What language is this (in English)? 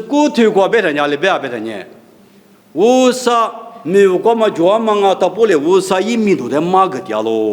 Lisu